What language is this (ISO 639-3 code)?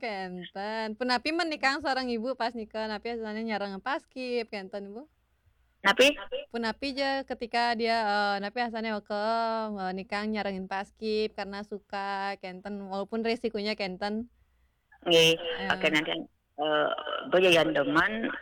ban